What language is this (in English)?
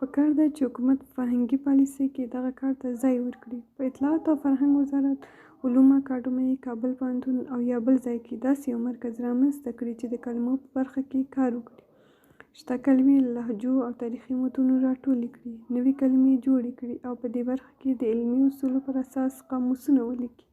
Pashto